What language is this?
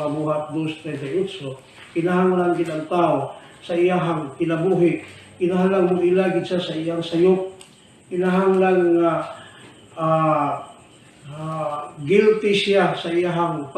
Cebuano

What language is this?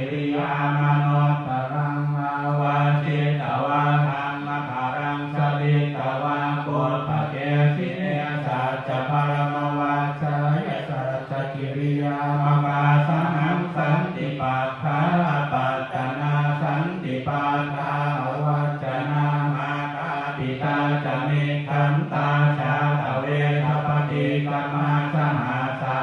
Pali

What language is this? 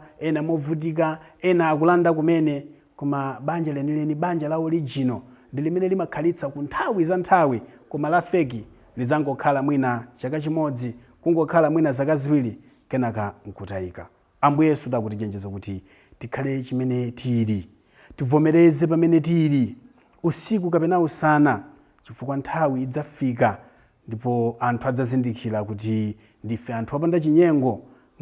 Nyanja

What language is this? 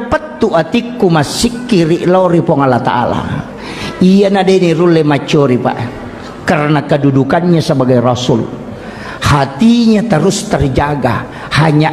Buginese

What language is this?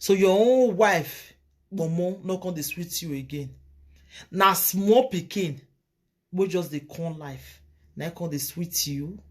Nigerian Pidgin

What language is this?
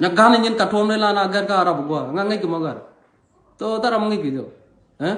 Nuer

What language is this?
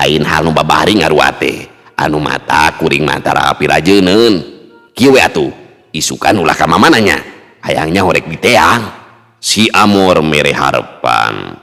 Sundanese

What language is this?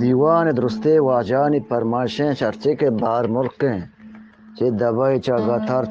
Eastern Balochi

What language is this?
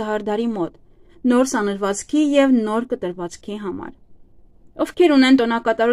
Armenian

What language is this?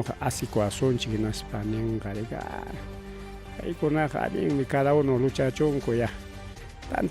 Ayacucho Quechua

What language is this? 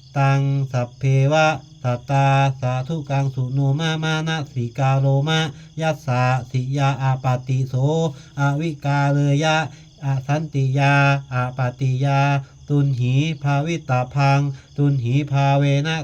Pali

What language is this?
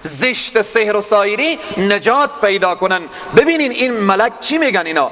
Persian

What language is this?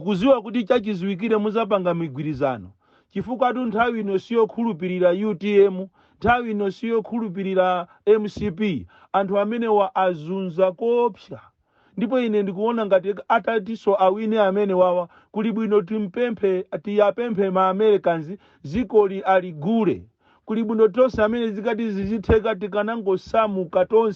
Nyanja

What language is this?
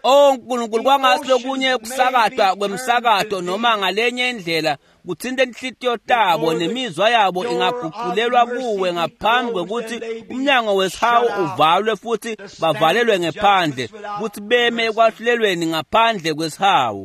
Swati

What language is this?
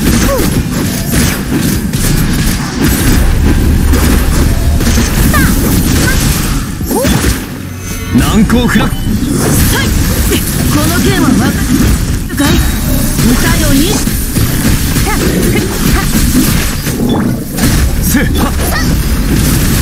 Japanese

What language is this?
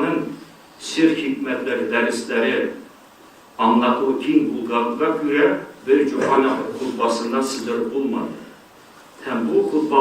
Tatar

